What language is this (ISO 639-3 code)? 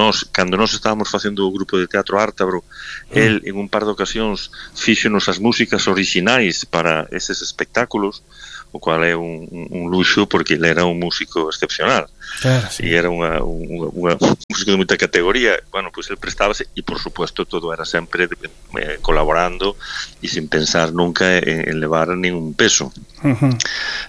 glg